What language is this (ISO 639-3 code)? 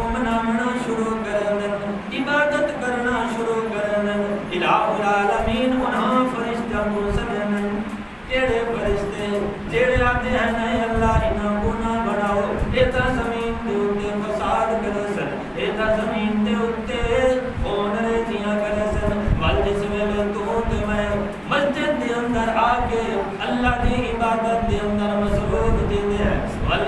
skr